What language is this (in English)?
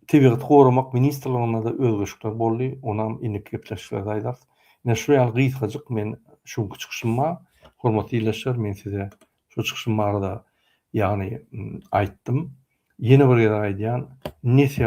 Turkmen